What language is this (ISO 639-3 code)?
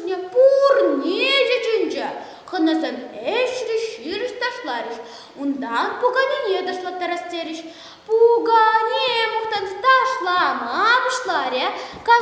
chv